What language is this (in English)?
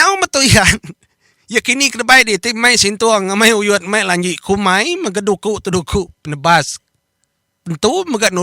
Iban